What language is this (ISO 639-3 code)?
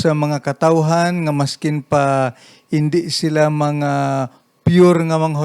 hil